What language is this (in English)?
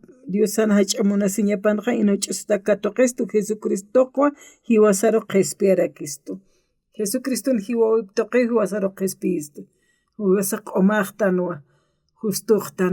Aymara